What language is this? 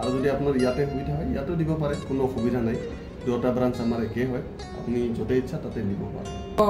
Assamese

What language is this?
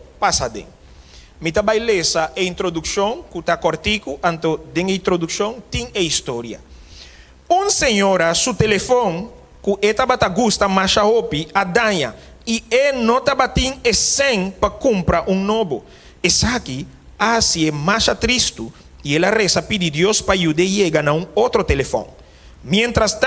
Papiamento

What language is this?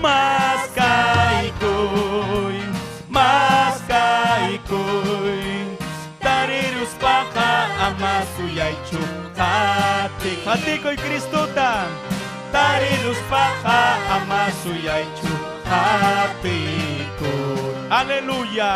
Ayacucho Quechua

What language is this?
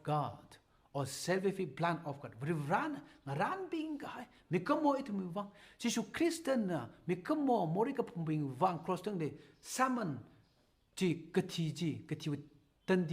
Tangkhul Naga (India)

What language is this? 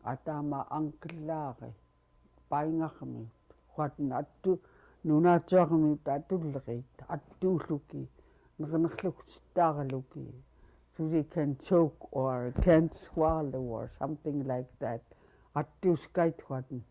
Central Yupik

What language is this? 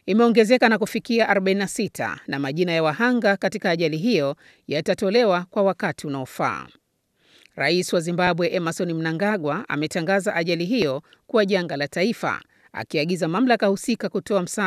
Swahili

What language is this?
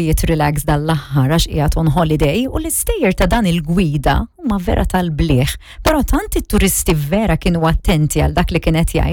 Maltese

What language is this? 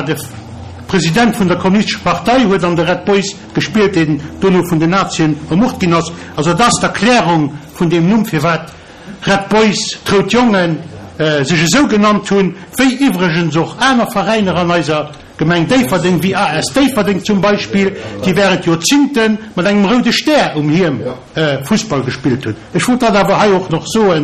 Luxembourgish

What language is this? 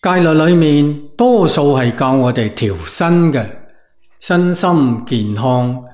Cantonese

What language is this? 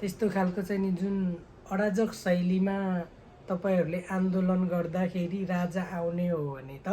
Nepali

